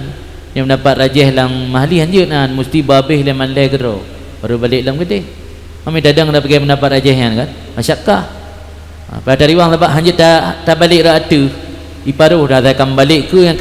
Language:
Achinese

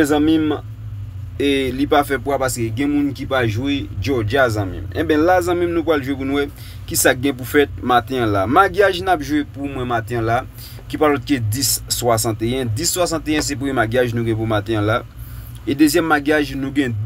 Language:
Haitian Creole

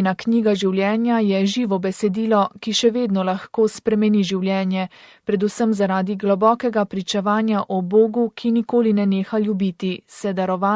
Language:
Slovenian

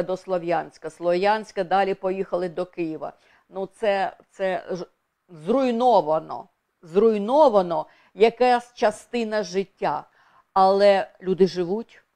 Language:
Ukrainian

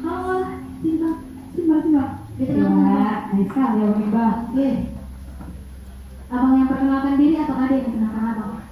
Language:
Indonesian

